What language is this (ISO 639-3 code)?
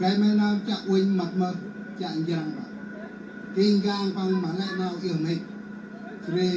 cmo